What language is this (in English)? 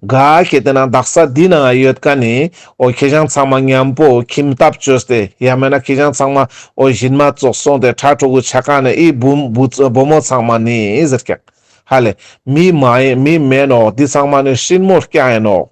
Ladakhi